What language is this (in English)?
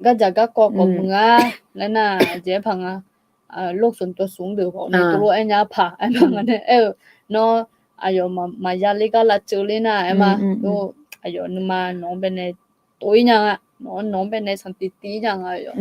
Akha